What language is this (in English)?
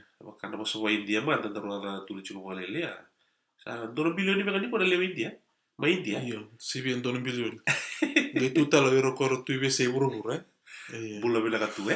Fijian